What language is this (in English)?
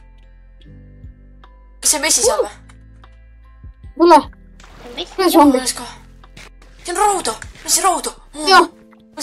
Estonian